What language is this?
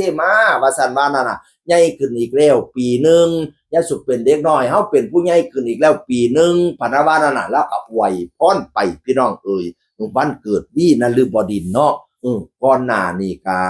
Northeastern Thai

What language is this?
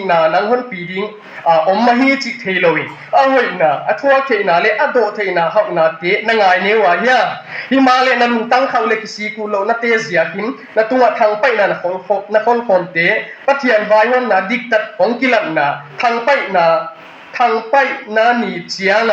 Tedim Chin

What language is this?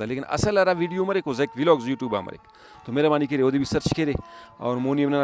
Brahui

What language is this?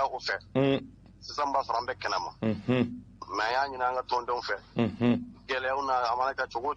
Bambara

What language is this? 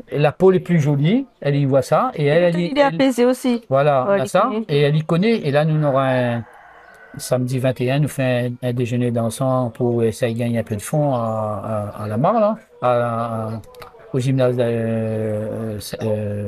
Réunion Creole French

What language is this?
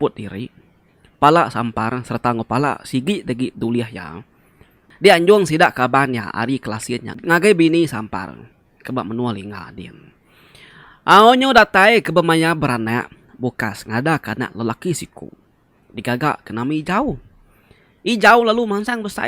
Iban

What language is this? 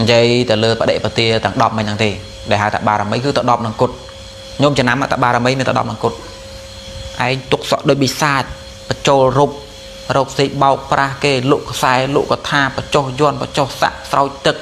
Khmer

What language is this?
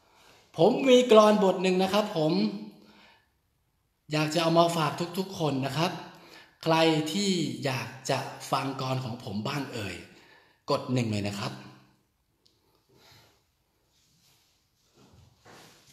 Thai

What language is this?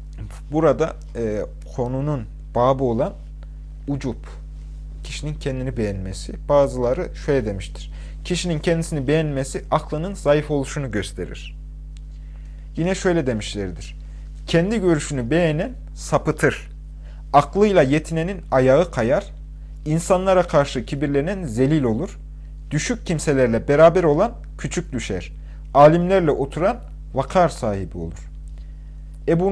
Turkish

